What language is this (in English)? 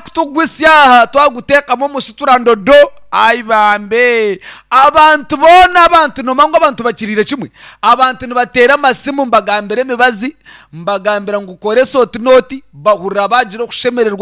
Nyankole